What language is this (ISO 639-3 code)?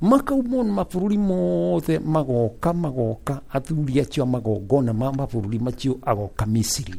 kik